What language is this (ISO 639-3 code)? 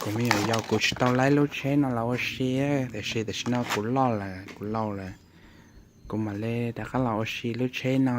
hmn